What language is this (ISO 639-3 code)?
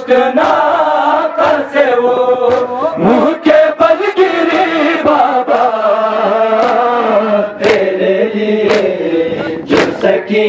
urd